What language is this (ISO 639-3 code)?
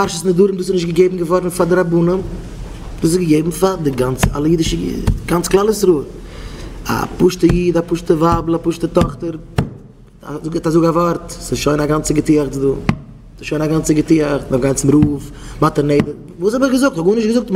yid